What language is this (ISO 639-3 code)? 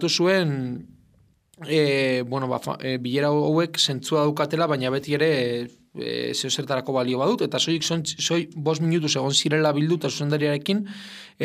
eus